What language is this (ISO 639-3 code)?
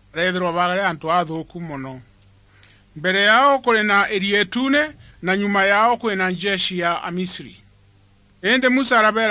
mer